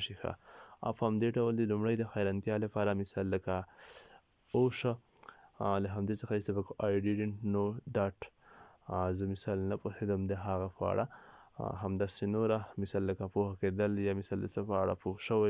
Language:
Pashto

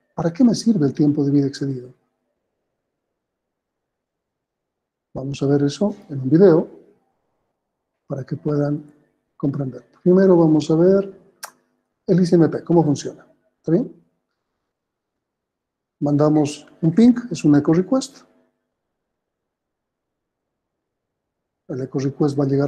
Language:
Spanish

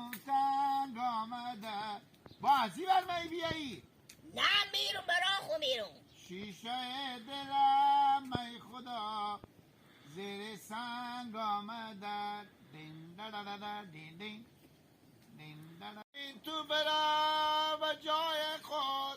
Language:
Hazaragi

